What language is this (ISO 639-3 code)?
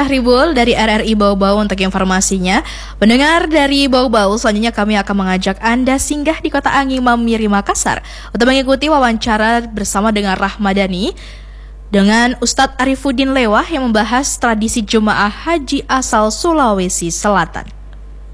ind